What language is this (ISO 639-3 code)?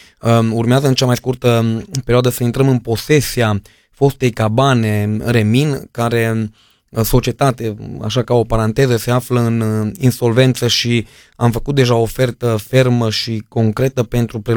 ron